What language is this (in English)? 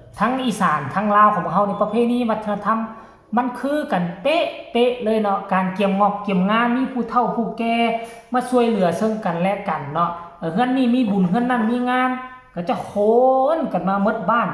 Northeastern Thai